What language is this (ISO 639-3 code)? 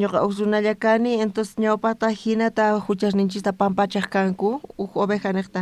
quh